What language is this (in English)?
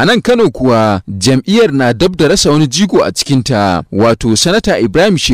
Hausa